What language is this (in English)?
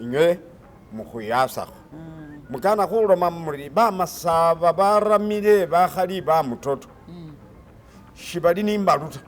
Masaaba